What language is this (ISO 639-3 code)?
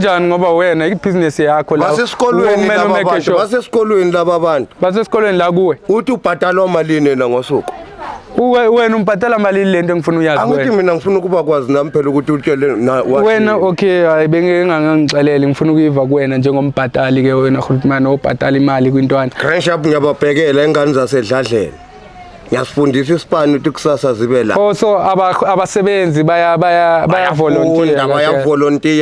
zul